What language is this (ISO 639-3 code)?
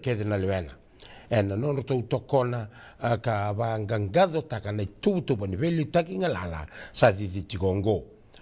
fij